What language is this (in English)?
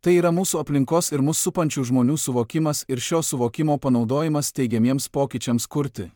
Lithuanian